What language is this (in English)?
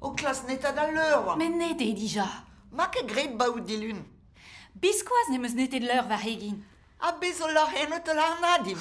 Breton